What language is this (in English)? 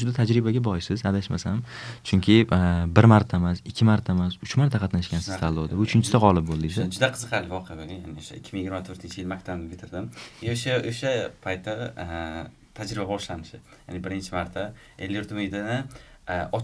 Uzbek